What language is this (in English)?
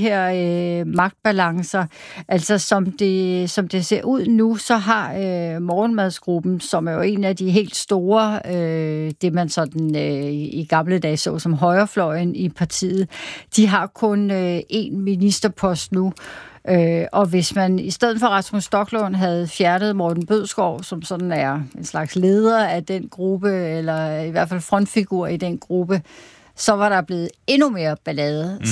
Danish